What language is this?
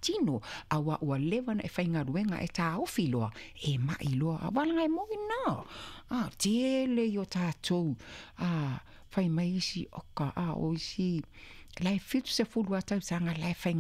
Samoan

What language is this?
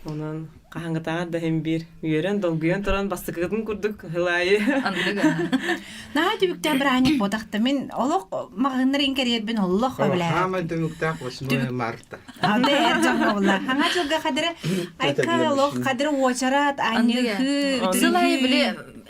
Yakut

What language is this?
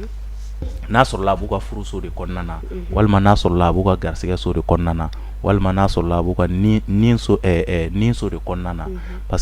Bambara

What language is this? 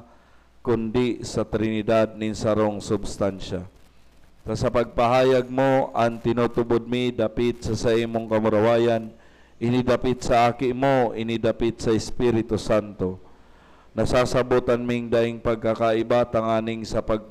Bikol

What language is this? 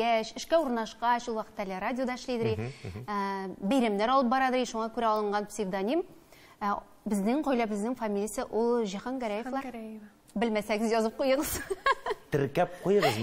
Tatar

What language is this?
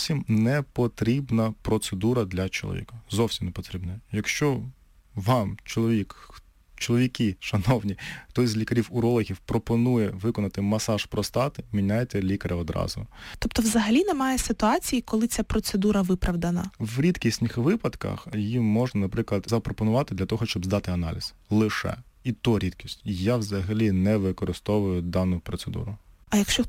Ukrainian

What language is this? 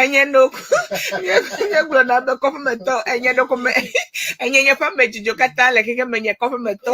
Ewe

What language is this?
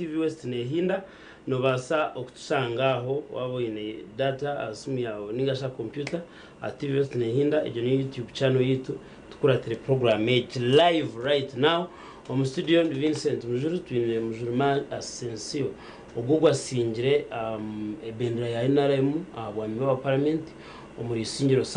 Nyankole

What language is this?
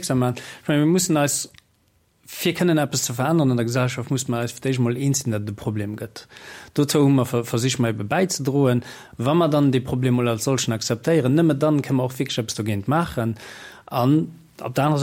Luxembourgish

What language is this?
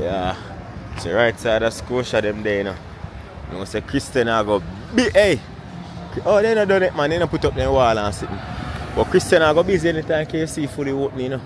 Jamaican Creole English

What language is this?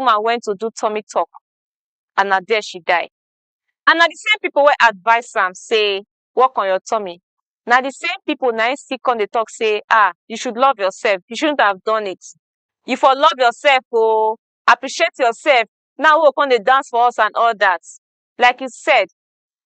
Nigerian Pidgin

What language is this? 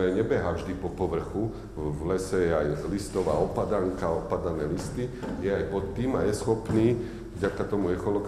Slovak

